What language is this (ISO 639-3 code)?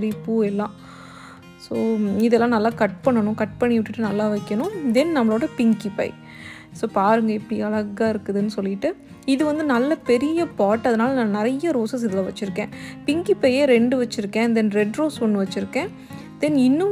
tam